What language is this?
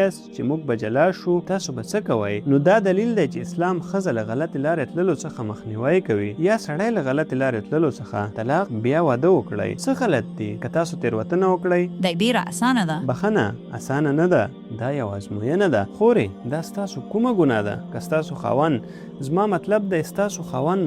Pashto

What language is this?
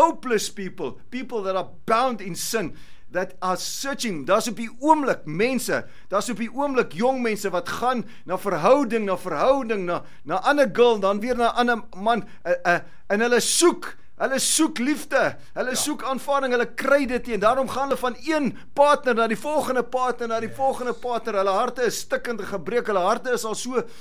Afrikaans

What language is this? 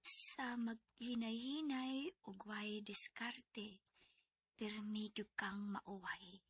Cebuano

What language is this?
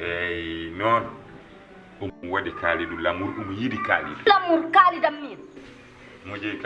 Fula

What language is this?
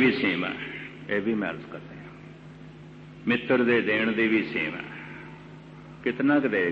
Punjabi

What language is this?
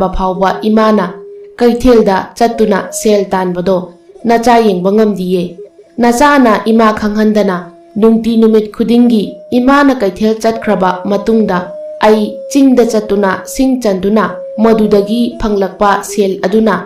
Manipuri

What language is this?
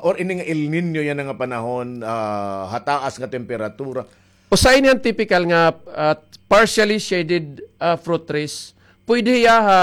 Waray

